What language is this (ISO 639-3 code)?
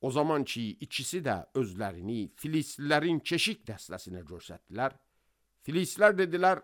aze